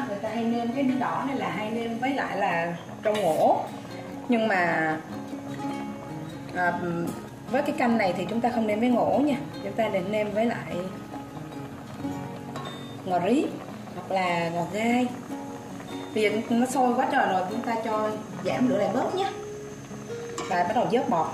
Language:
Vietnamese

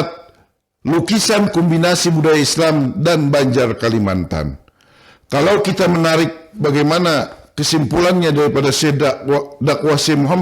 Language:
Banjar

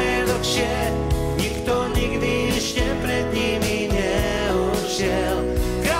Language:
Slovak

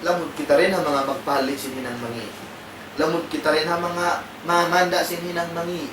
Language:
Tausug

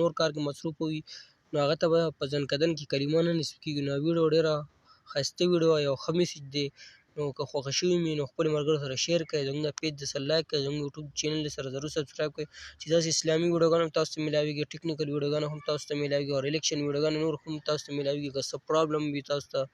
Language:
Pashto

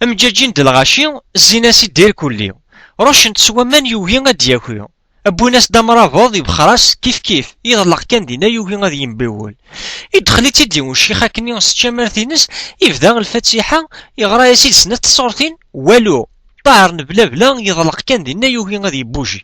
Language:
Kabyle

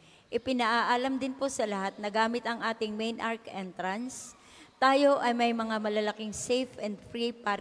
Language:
Filipino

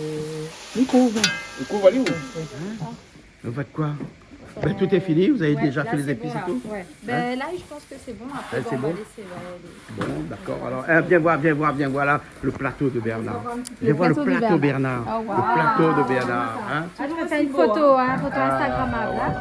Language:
Réunion Creole French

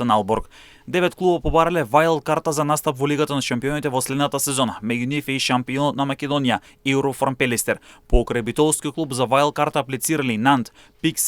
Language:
Macedonian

